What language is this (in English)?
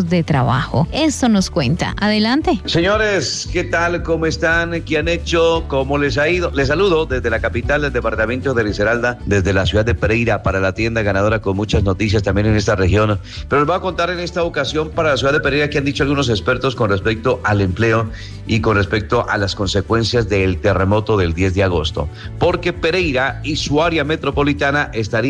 Spanish